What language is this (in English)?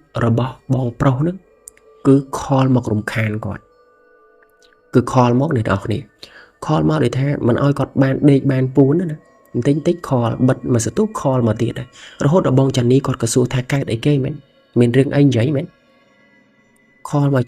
Khmer